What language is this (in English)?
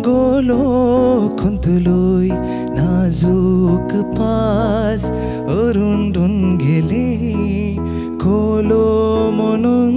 Konkani